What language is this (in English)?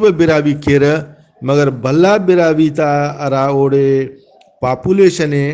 Brahui